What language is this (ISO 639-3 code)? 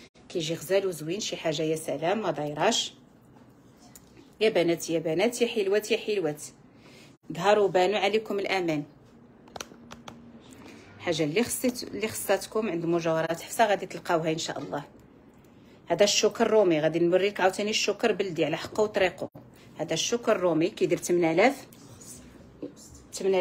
ary